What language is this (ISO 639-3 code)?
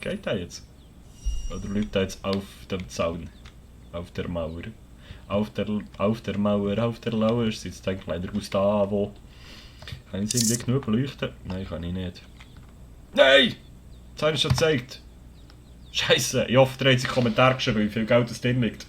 gsw